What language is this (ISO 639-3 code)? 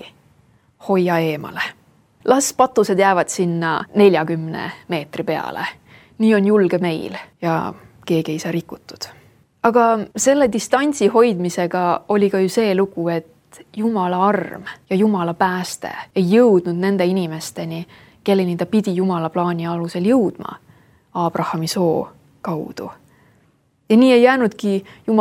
est